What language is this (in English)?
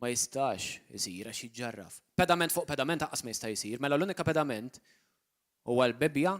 Maltese